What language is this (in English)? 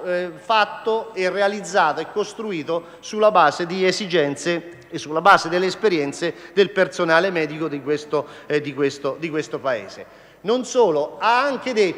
Italian